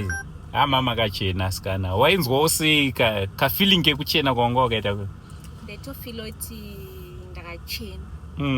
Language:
Shona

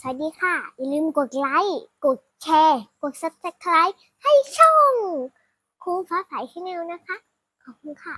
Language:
Shan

